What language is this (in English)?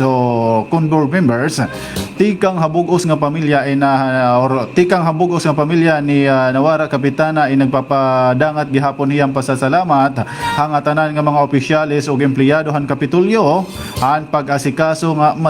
Waray